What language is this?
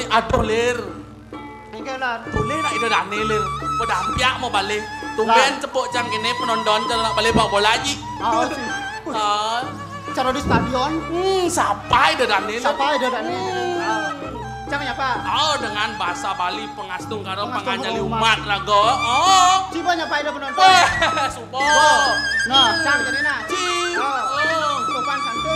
Balinese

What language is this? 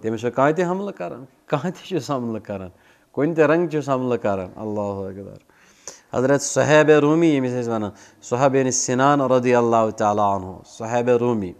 Kashmiri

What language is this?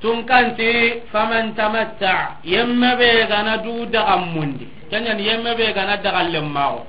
Soninke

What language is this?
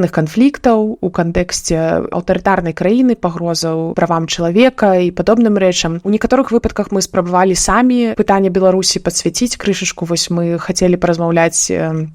Belarusian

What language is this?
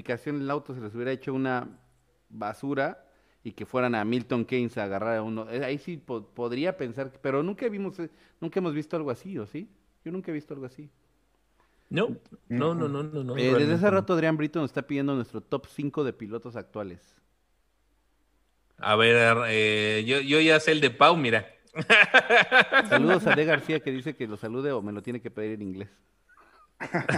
Spanish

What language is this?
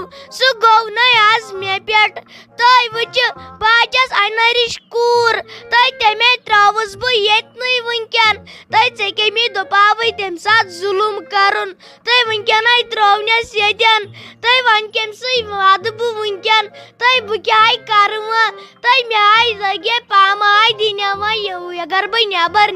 Kashmiri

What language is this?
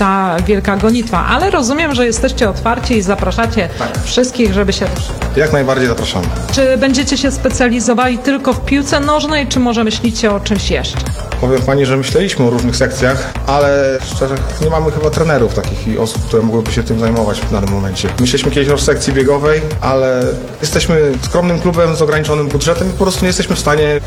Polish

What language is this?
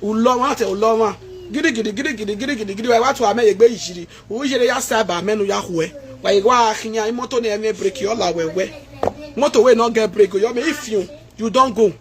Nigerian Pidgin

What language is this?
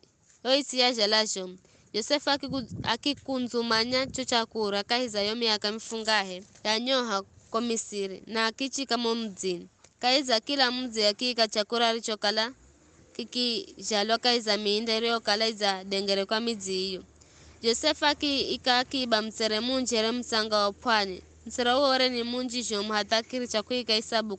Giryama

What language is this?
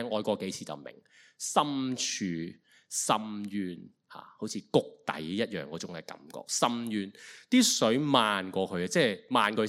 Cantonese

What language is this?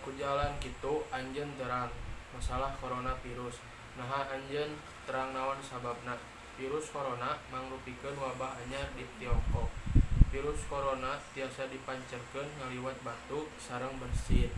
Sundanese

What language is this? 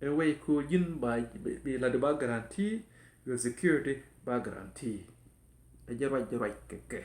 Nuer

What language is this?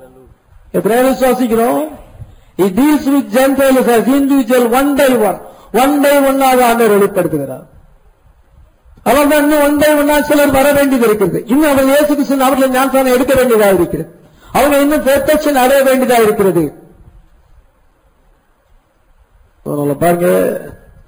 Tamil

